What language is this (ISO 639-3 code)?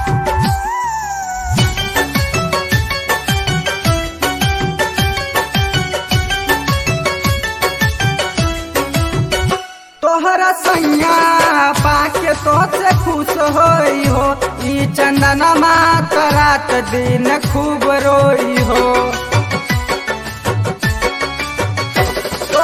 bho